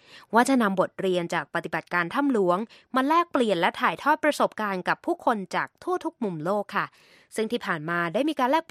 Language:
Thai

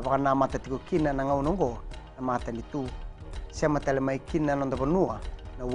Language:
Fijian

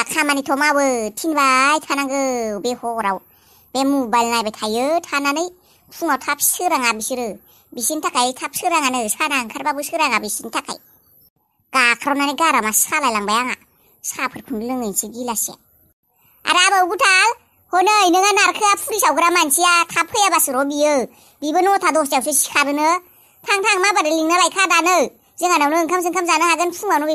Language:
Bodo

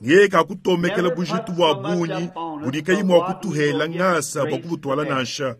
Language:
Luba-Lulua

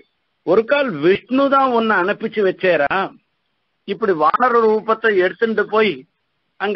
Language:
Tamil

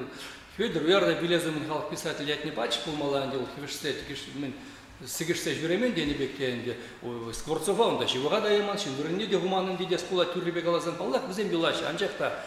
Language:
Chuvash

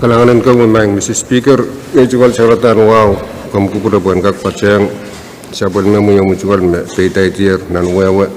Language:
Pohnpeian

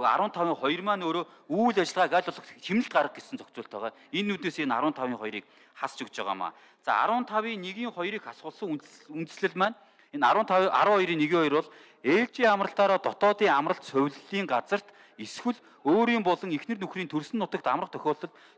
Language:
Mongolian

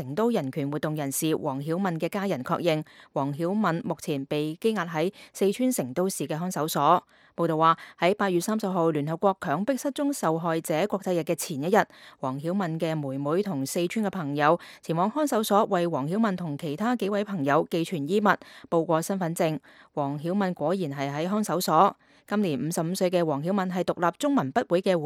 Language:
Cantonese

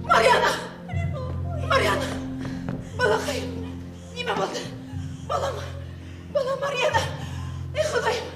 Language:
Bashkir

